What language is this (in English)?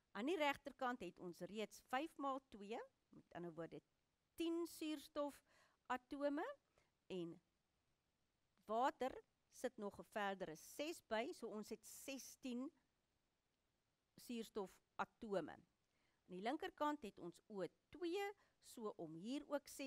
Afrikaans